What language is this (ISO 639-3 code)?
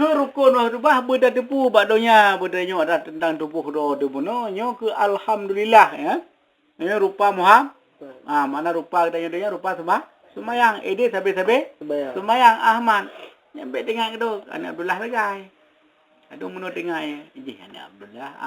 ace